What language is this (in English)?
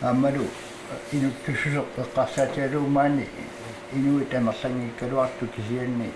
Kalaallisut